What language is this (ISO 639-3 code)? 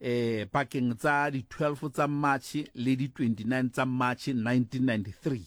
sot